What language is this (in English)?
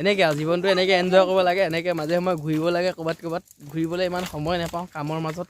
Assamese